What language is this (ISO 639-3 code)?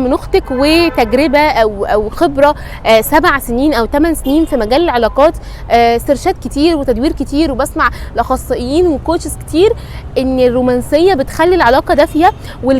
arz